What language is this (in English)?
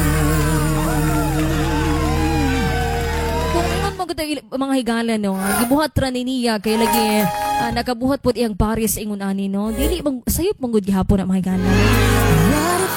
Cebuano